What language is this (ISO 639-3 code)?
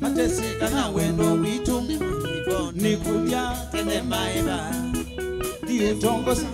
kam